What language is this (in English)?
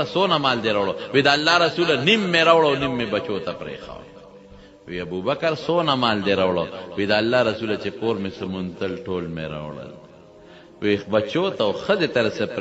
Pashto